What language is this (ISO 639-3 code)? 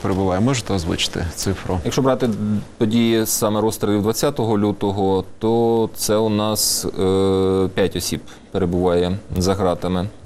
ukr